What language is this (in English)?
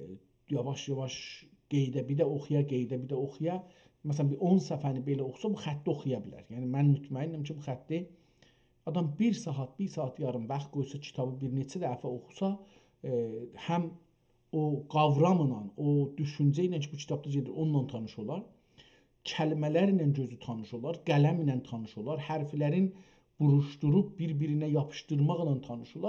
South Azerbaijani